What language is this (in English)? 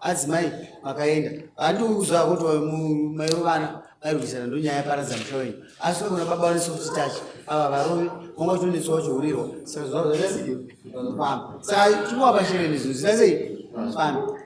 Shona